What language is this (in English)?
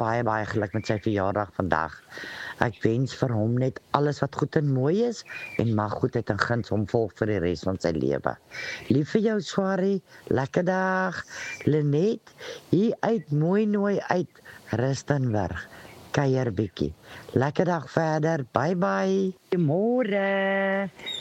Afrikaans